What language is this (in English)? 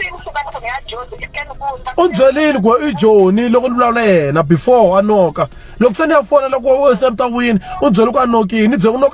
Tsonga